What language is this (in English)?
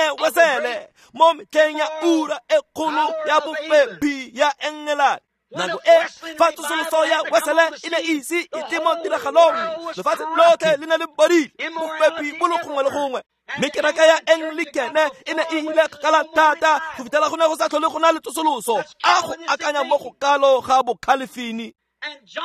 Tswana